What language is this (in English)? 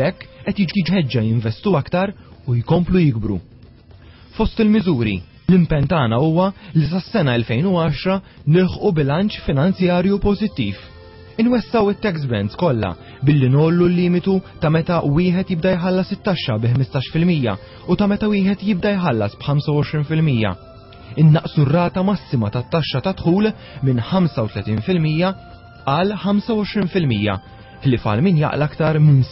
Maltese